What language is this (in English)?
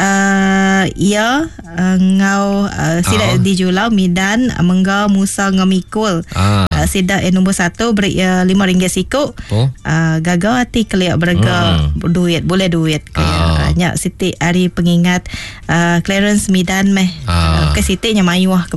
Iban